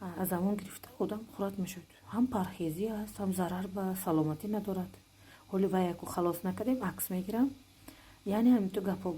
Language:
Tajik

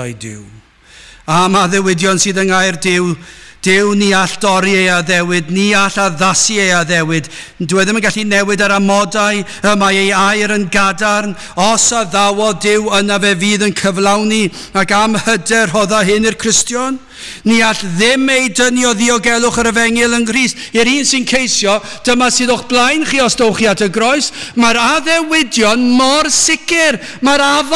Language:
Welsh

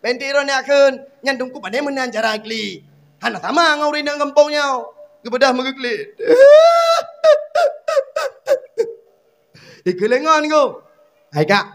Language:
Achinese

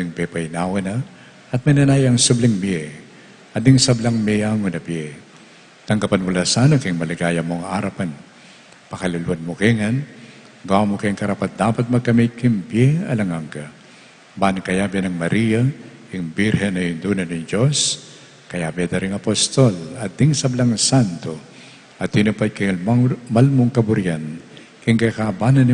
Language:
Pampanga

